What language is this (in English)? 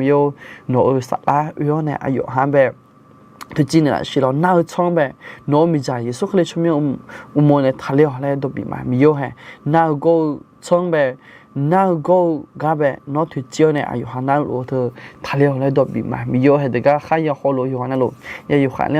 Akha